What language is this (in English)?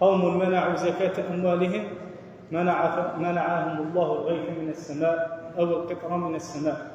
Algerian Arabic